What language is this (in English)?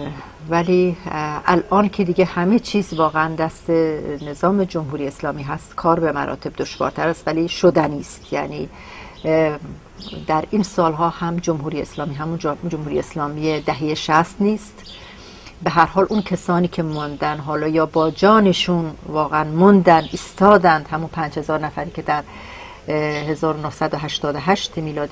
Persian